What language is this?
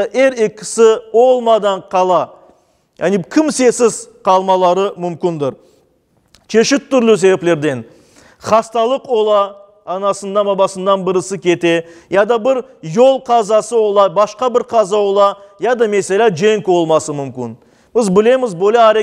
Crimean Tatar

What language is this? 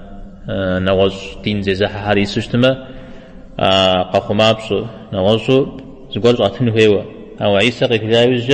Kabardian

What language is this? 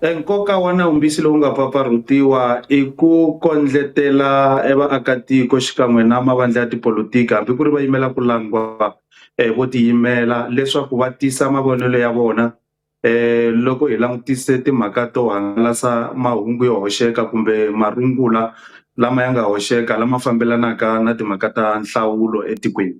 Tsonga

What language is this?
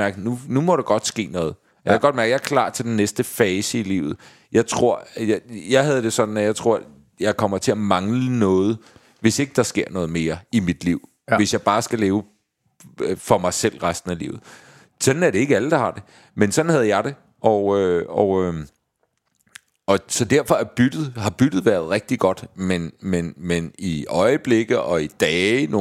Danish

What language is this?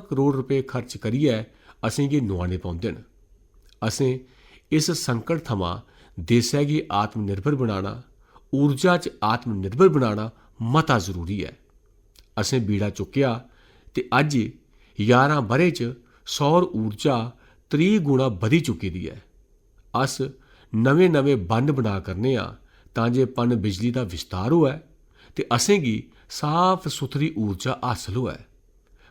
Dogri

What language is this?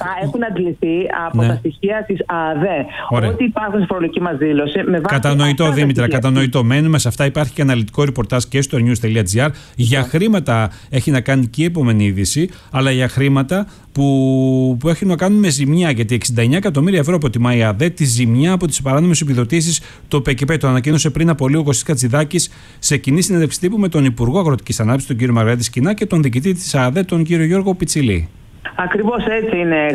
Greek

